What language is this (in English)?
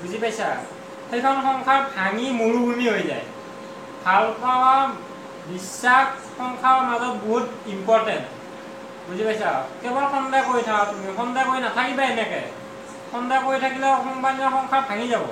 Assamese